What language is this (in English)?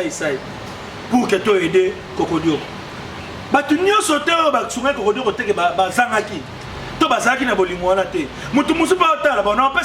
Lingala